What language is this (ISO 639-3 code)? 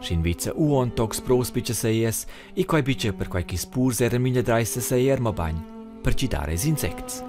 roh